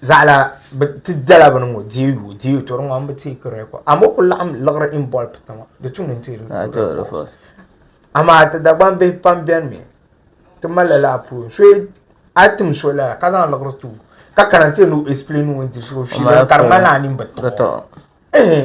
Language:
Dagbani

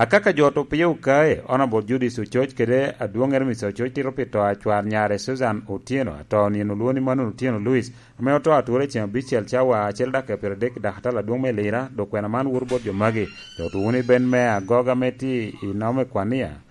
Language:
Lango (Uganda)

